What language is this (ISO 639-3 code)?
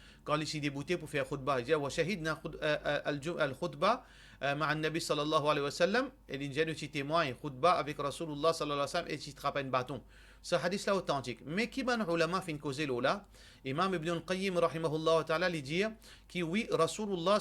mfe